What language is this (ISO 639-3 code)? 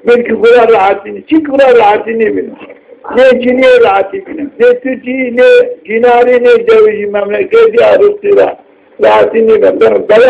zza